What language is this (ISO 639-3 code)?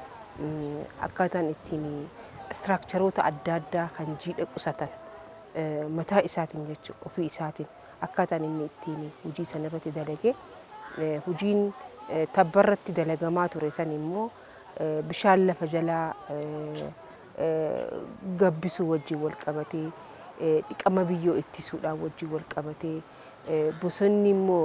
orm